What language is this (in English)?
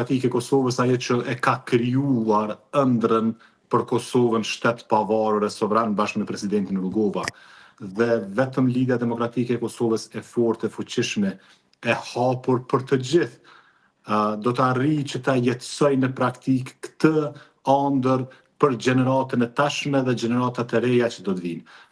Albanian